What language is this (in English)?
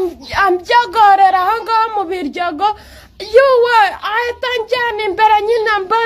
Kinyarwanda